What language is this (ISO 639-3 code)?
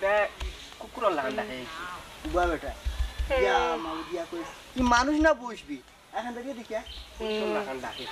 syl